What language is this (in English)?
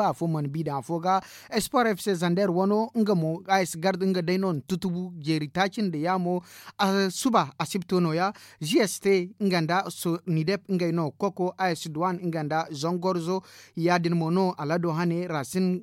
Zarma